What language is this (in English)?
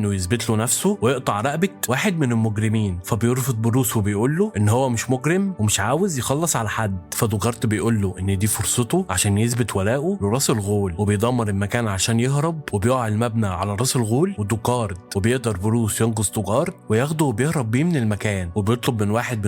Egyptian Arabic